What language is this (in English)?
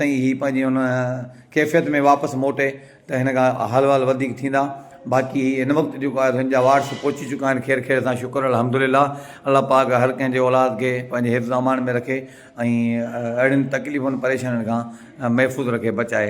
Sindhi